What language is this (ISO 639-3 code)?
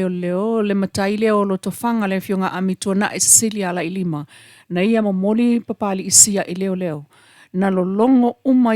smo